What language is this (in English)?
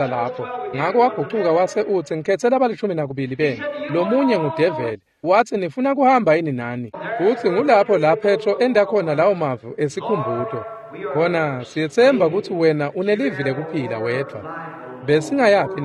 Swati